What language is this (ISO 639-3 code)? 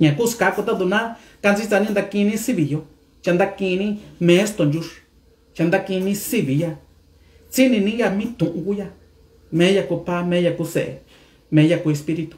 mix